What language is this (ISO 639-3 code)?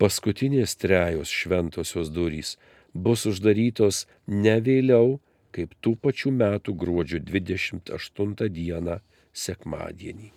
lit